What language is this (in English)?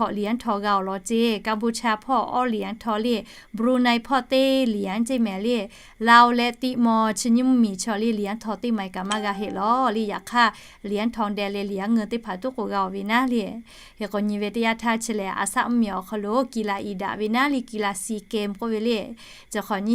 Lahu